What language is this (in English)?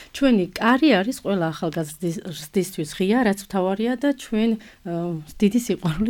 Georgian